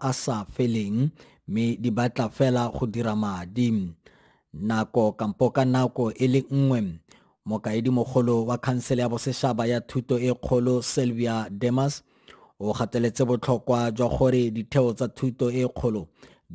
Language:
Tswana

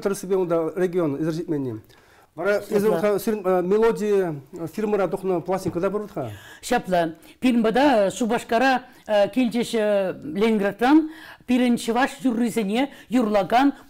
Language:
Chuvash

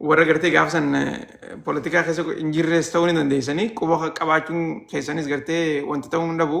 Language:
Oromo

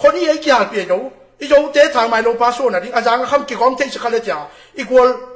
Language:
Tedim Chin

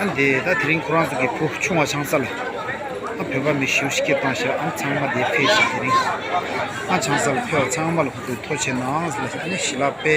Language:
Tibetan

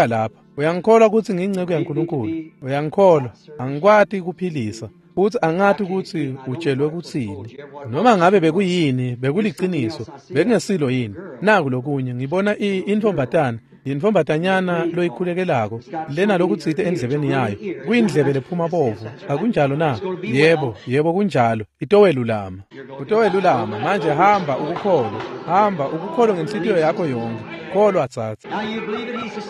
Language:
Swati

